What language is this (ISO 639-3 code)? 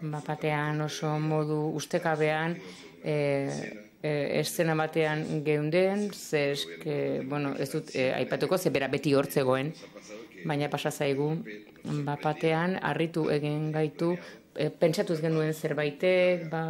eus